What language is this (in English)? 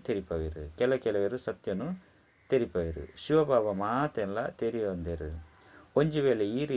Tulu